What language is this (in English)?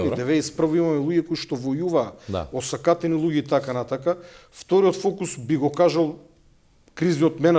Macedonian